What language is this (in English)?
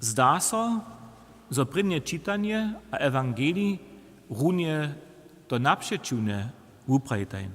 Upper Sorbian